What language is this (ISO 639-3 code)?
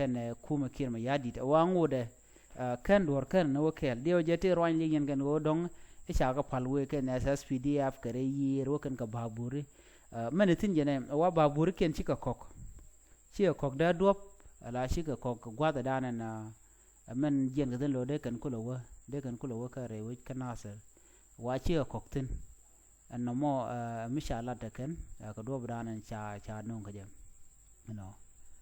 nus